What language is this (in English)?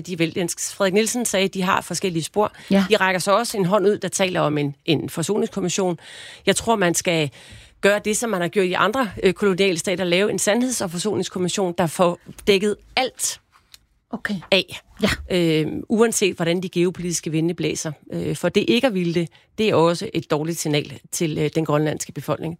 Danish